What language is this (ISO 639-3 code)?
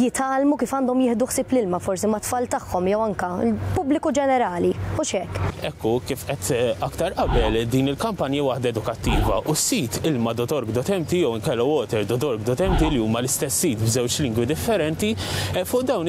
mlt